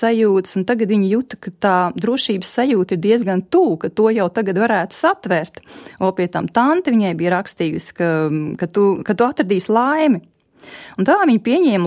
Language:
Latvian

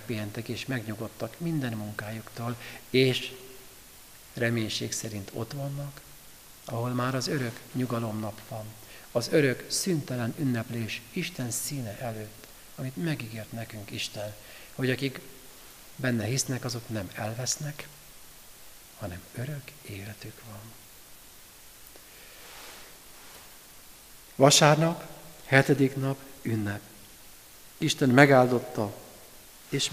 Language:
Hungarian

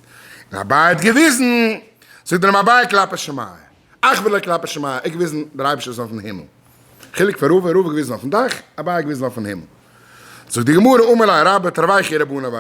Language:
Yiddish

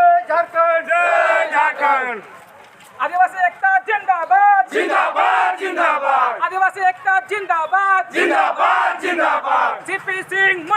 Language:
Santali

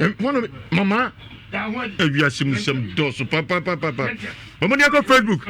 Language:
Akan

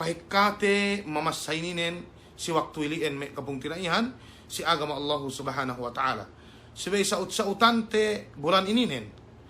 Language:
Yakan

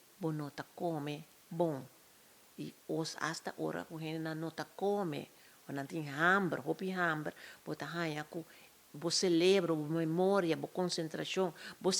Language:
Papiamento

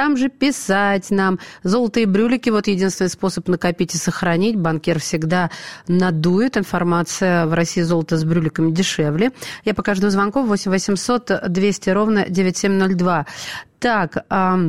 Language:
Russian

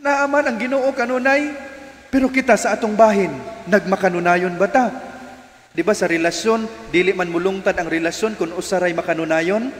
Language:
Cebuano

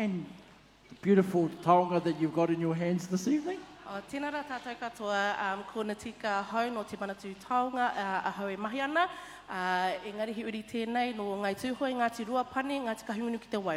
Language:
Māori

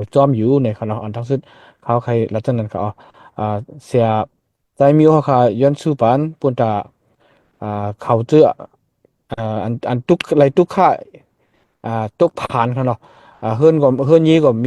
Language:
Shan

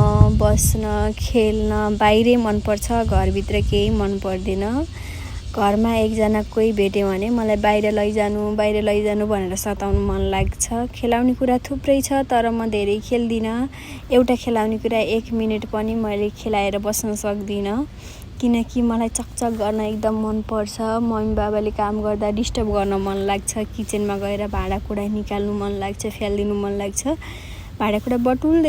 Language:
Nepali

